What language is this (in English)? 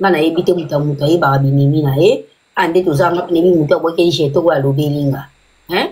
Lingala